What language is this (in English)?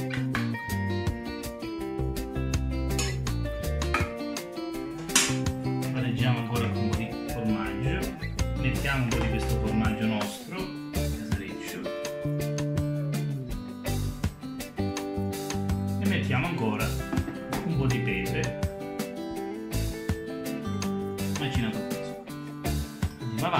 Italian